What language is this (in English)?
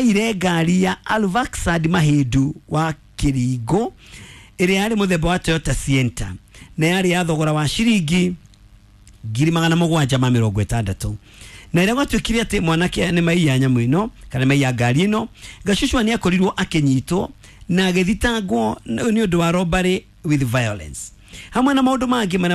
Kikuyu